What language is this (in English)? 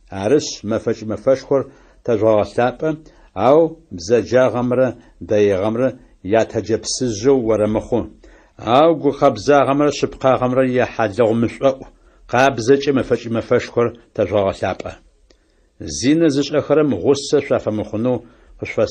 Adyghe